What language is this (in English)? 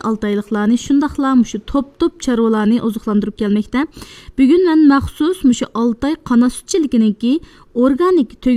Uyghur